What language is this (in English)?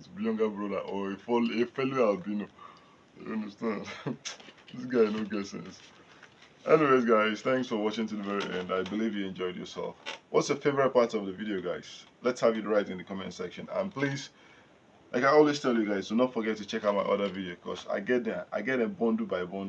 Nigerian Pidgin